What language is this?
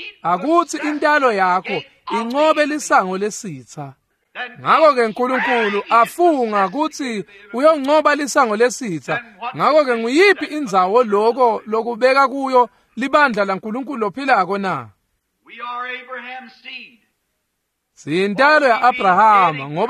Swati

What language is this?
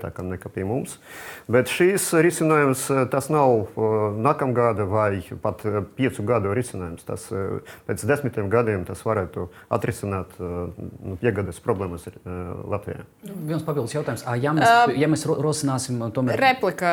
Latvian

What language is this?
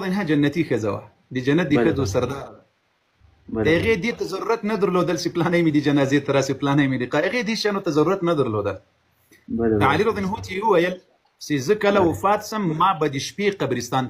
Pashto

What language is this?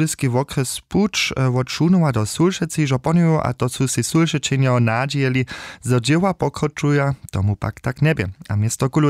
Upper Sorbian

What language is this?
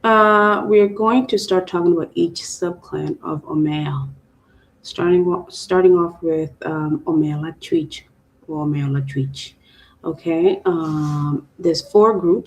Acoli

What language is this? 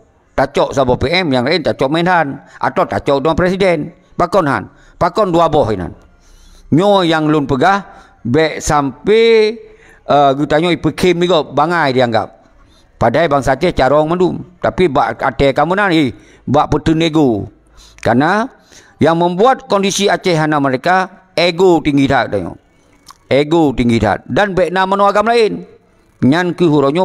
Achinese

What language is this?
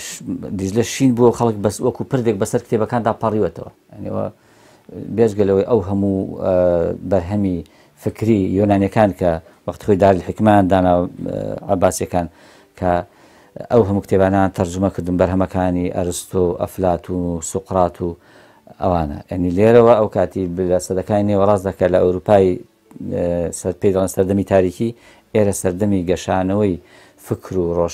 Central Kurdish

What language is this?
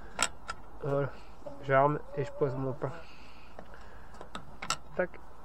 French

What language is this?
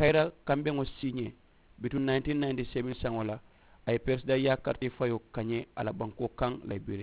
Mandingo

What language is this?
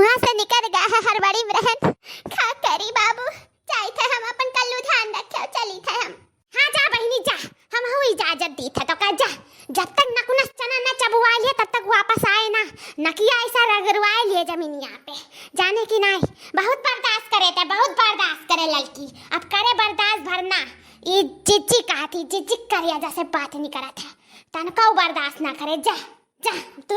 Awadhi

